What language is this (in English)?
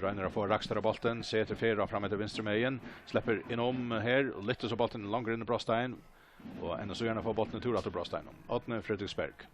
Faroese